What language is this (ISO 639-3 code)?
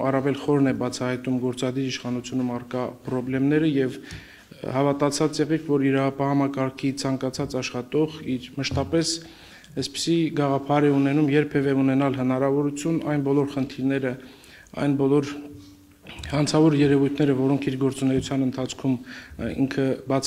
hye